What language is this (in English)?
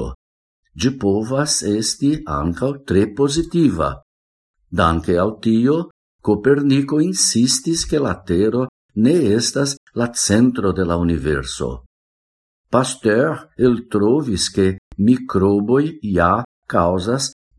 Esperanto